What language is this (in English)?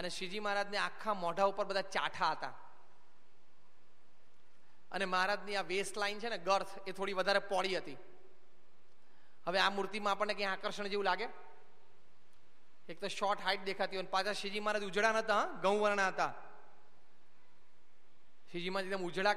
Gujarati